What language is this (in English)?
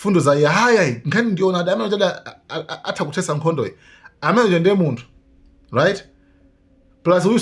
Nyanja